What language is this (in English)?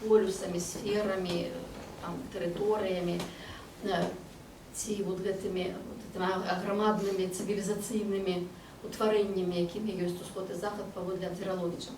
Belarusian